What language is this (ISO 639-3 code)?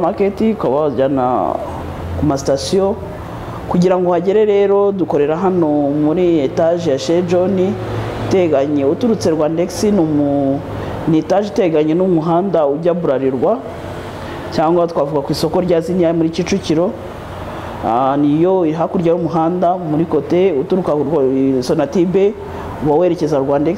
kin